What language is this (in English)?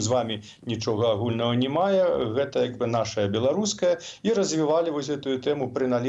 Belarusian